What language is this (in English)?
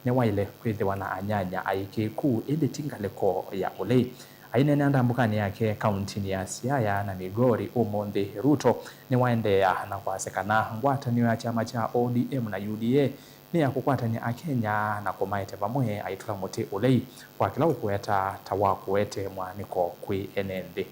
Kamba